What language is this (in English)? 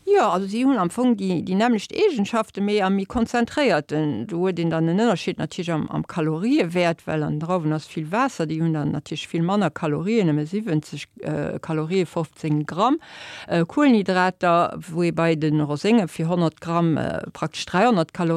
Luxembourgish